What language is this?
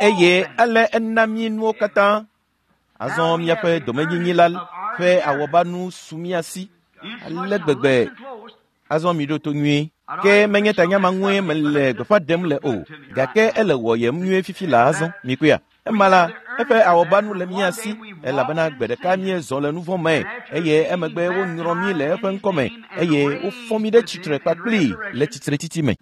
Ewe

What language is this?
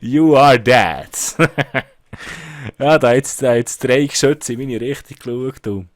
Swiss German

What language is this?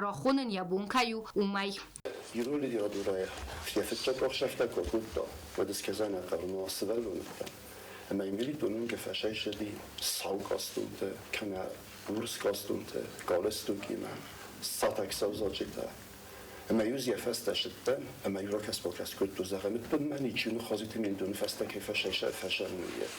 Ossetic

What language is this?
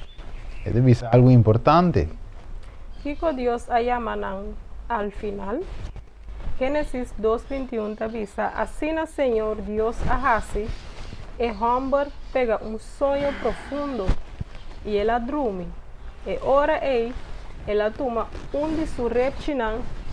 Papiamento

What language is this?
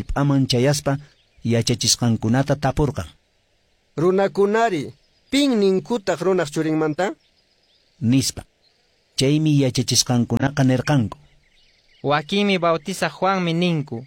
Quechua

